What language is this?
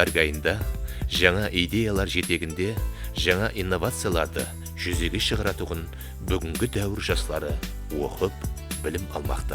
Kara-Kalpak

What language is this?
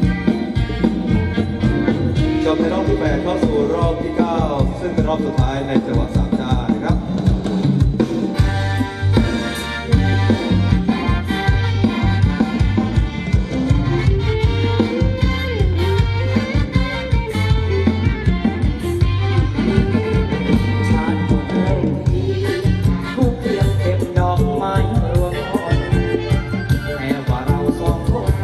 Thai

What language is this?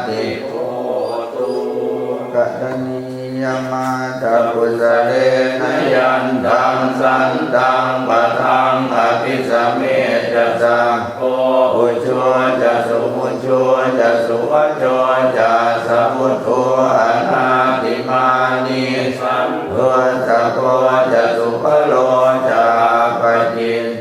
Pali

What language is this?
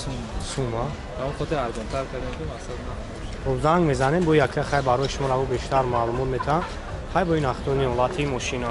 Tajik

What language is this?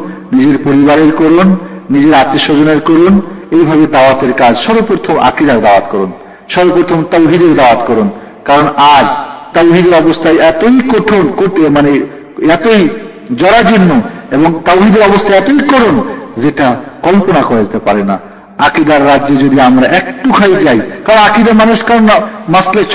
Bangla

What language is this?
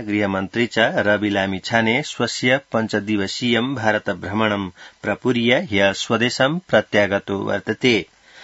Sanskrit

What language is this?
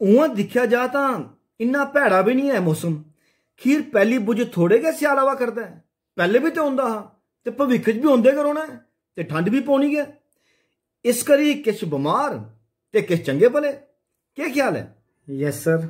Dogri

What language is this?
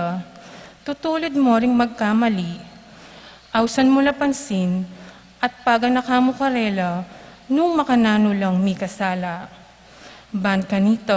Pampanga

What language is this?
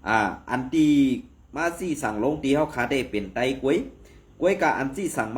Shan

